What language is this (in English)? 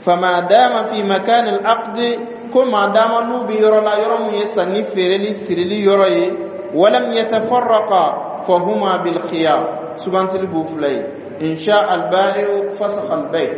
Dyula